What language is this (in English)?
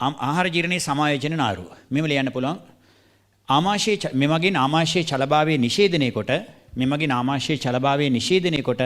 Sinhala